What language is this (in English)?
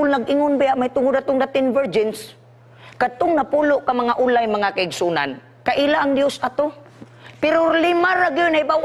Cebuano